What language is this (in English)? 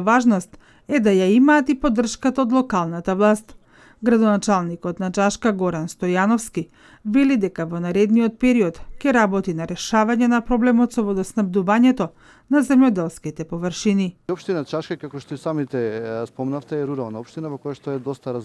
Macedonian